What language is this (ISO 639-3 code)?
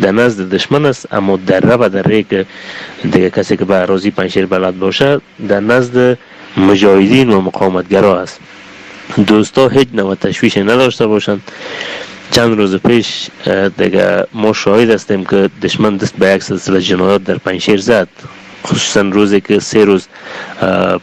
fas